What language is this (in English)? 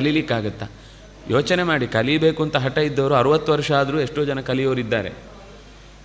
Kannada